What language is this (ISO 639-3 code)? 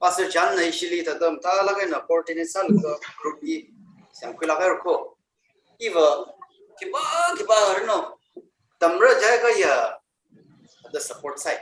nmf